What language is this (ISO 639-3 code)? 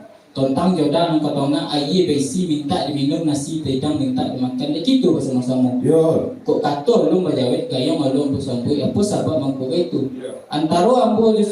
min